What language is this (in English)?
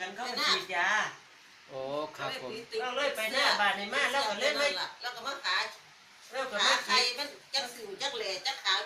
Northeastern Thai